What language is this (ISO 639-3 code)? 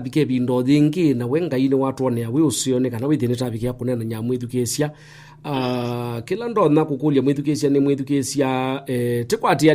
kam